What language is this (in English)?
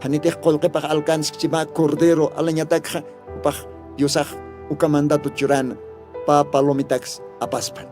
Aymara